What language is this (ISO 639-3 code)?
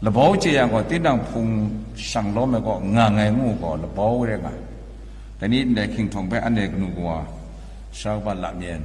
kac